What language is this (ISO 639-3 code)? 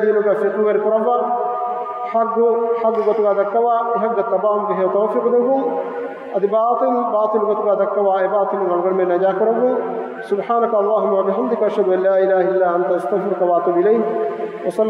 div